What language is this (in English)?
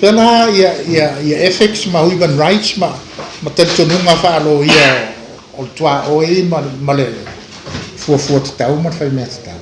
Samoan